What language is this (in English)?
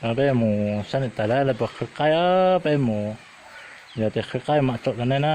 Hmong